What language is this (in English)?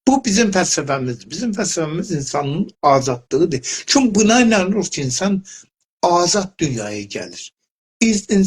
South Azerbaijani